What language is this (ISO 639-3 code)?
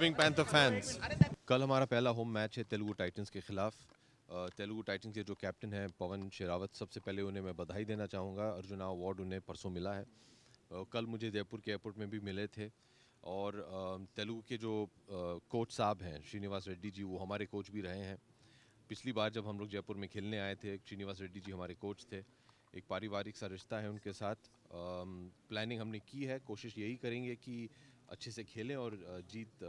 hin